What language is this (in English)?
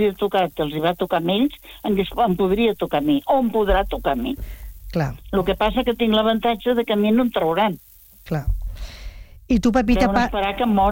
Catalan